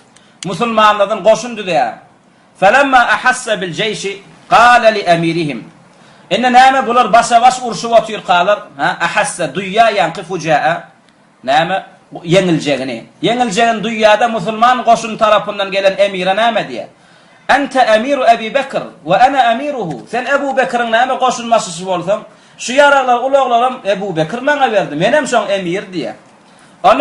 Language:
Turkmen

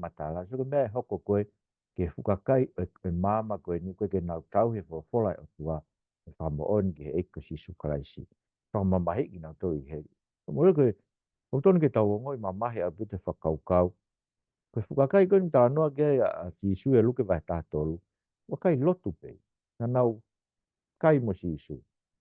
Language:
Tongan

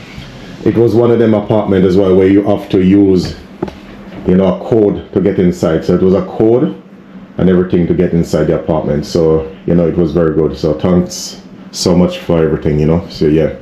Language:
Jamaican Creole English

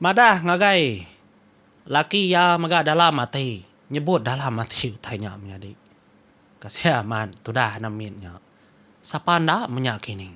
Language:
Iban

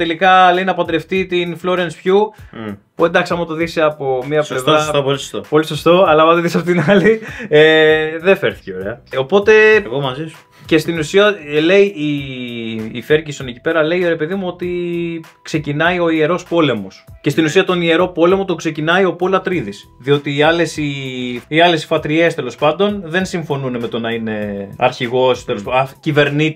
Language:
Greek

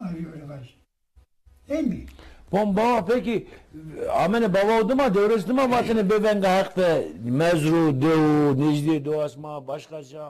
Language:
Zaza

